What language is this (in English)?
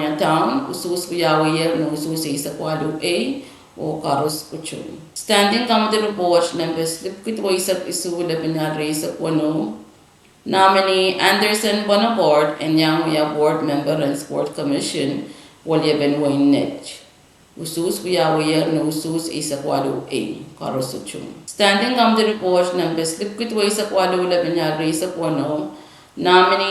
Pohnpeian